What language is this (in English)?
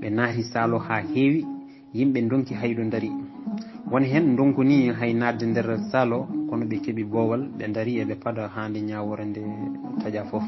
Fula